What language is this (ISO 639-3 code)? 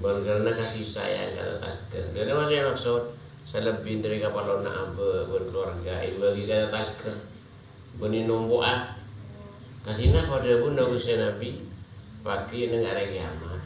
mad